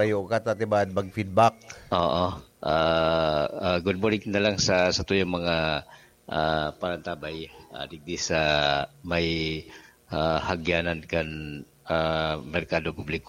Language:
Bikol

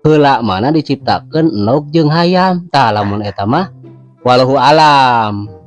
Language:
Sundanese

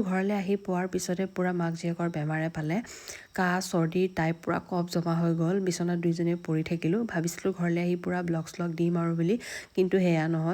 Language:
Assamese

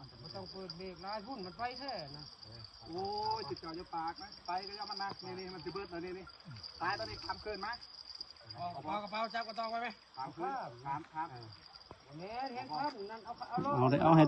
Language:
Lao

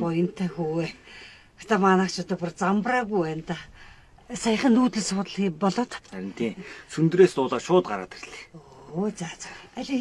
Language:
Mongolian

